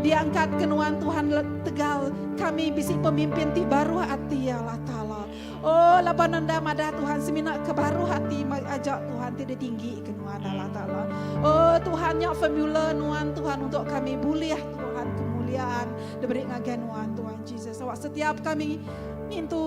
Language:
Iban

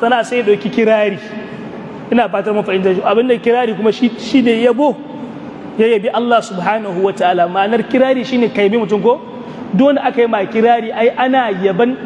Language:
Hausa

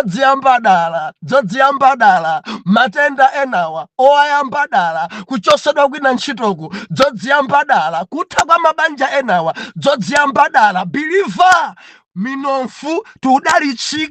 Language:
Nyanja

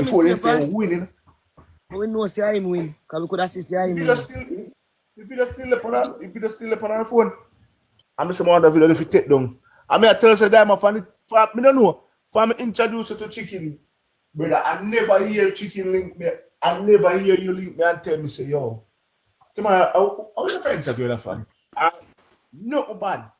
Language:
Jamaican Creole English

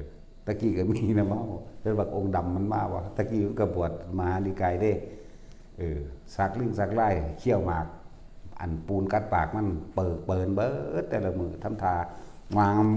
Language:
Northeastern Thai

